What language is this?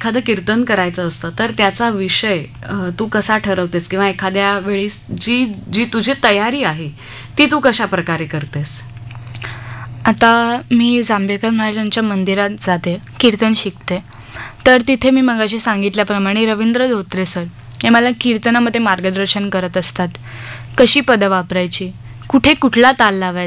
Marathi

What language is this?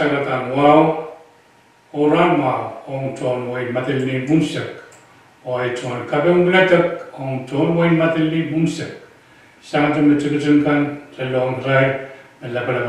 Pohnpeian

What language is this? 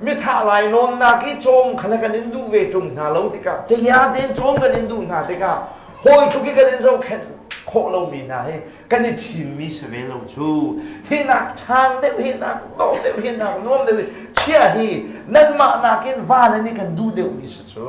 Hakha Chin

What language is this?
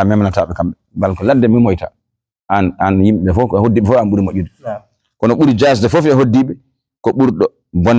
Fula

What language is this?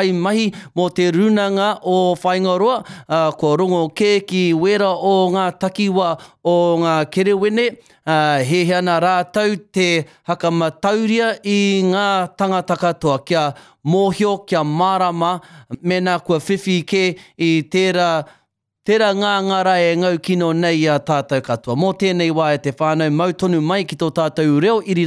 Māori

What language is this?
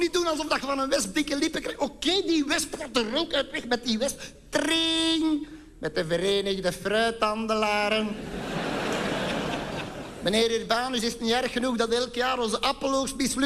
Dutch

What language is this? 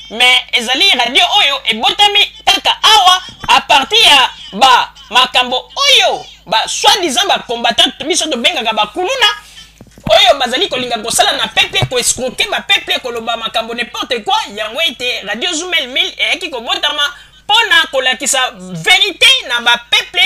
Lingala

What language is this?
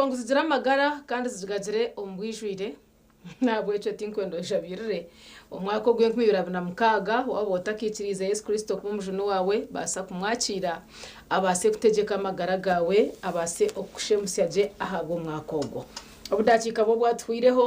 Nyankole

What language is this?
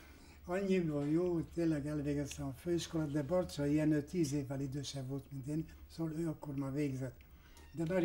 Hungarian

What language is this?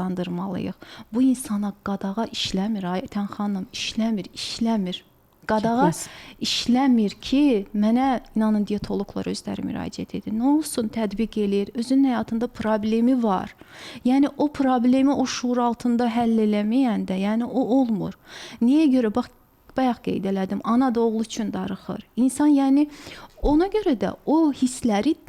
Azerbaijani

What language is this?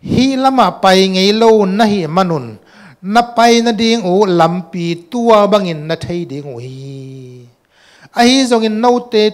Tedim Chin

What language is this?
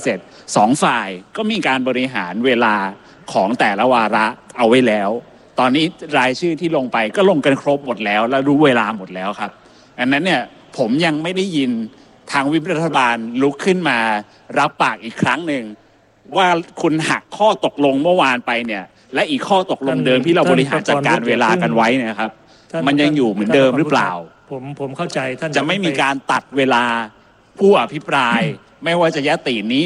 Thai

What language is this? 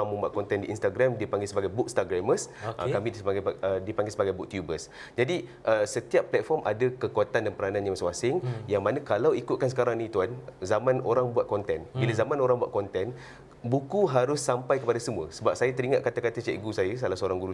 Malay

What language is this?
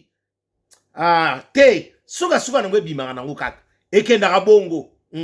Lingala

